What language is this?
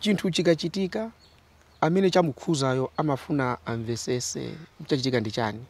Nyanja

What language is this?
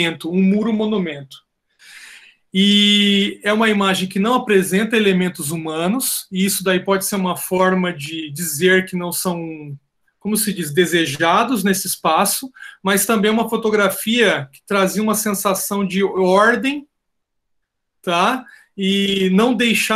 Portuguese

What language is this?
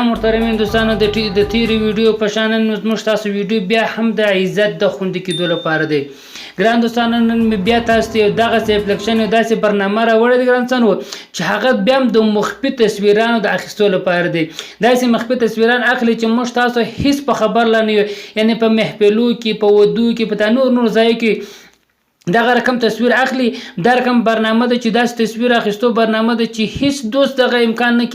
Pashto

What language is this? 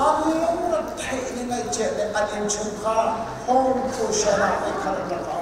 Hakha Chin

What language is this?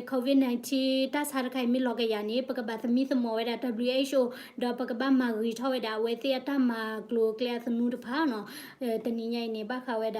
S'gaw Karen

